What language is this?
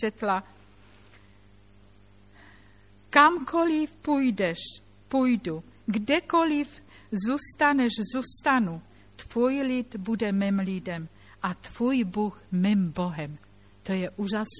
Czech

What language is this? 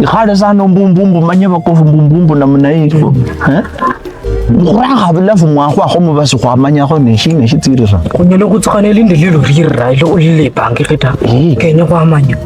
Luyia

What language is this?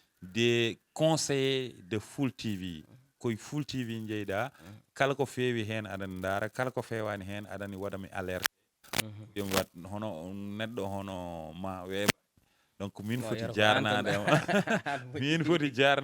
Fula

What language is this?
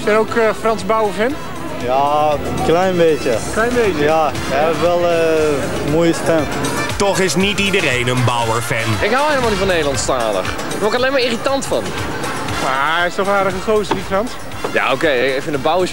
Dutch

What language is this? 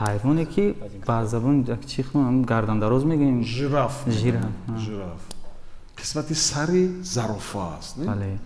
Tajik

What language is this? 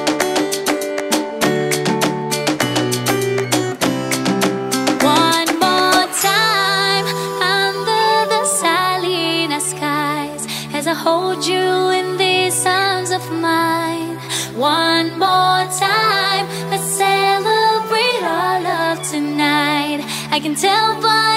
English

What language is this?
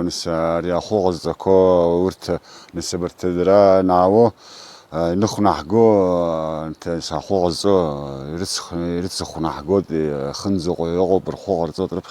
Abkhazian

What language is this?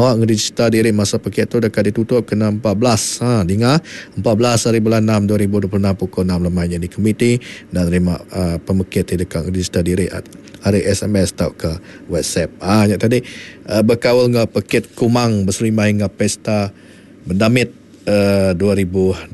Iban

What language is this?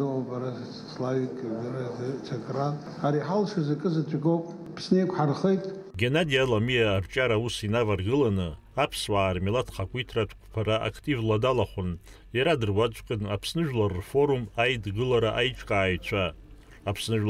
Abkhazian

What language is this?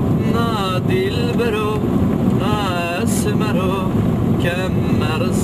Zaza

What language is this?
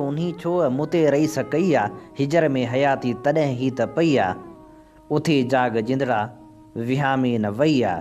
Sindhi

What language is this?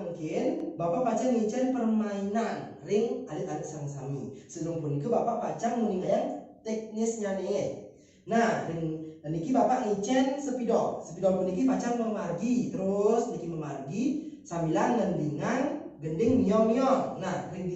Balinese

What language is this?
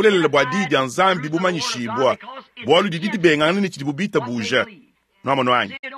Luba-Lulua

